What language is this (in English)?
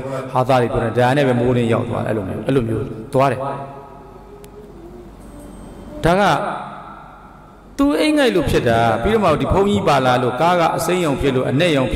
Burmese